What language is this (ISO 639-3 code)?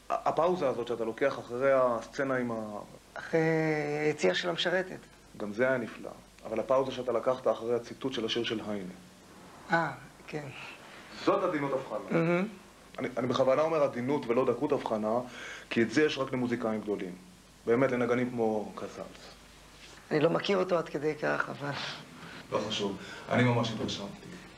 heb